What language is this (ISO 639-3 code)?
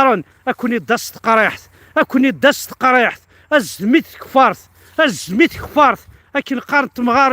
kab